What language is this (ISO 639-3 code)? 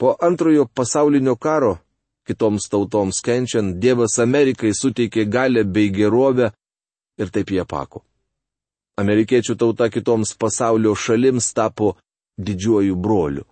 lit